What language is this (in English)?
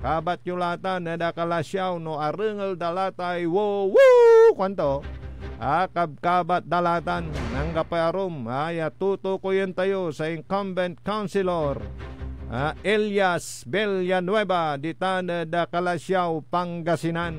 Pangasinan